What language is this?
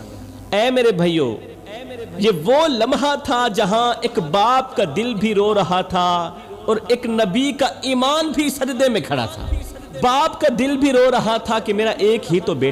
Urdu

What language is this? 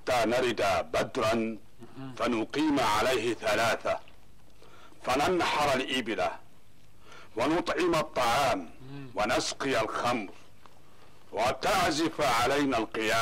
Arabic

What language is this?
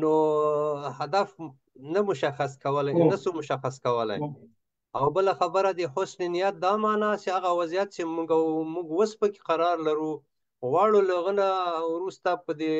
Pashto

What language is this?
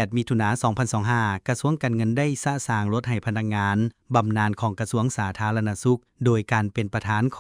Lao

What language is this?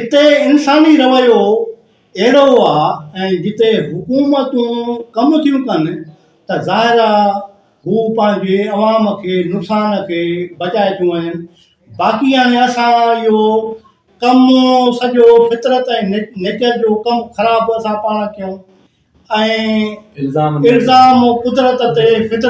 Sindhi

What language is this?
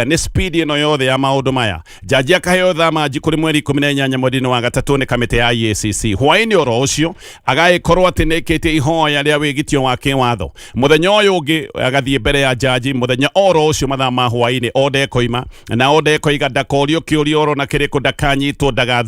Kikuyu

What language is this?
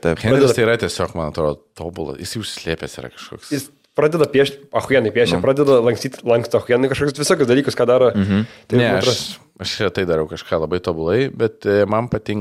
Lithuanian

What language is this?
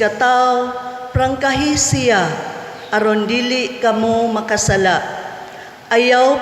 Cebuano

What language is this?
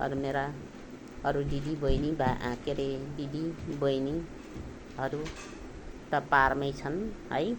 Nepali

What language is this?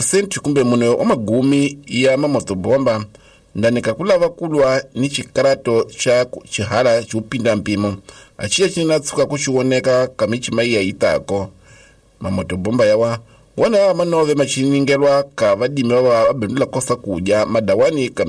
Tsonga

